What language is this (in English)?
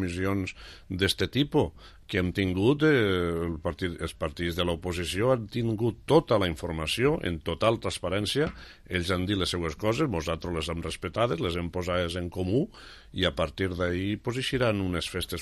Catalan